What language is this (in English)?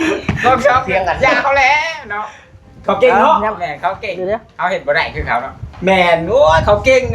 Northeastern Thai